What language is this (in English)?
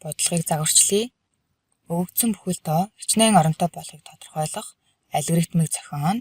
Mongolian